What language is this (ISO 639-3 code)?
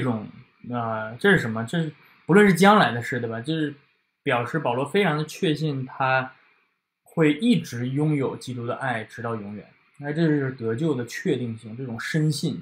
zho